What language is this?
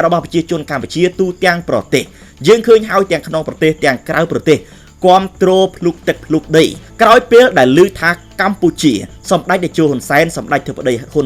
Khmer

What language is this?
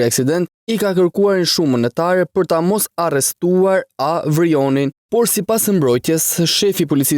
Albanian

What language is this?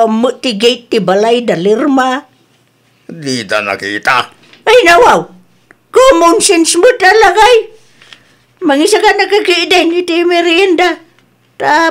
Iloko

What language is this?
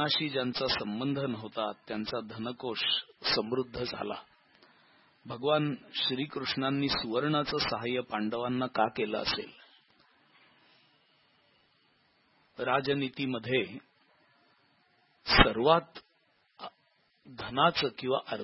Marathi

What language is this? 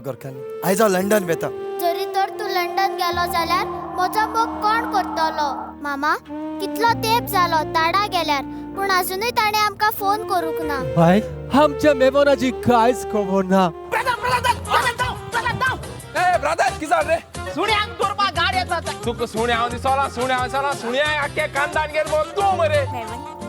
Konkani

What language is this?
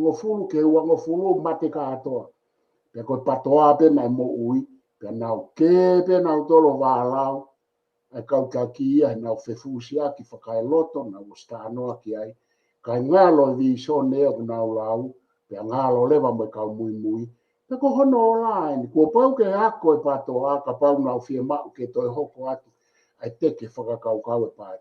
Tongan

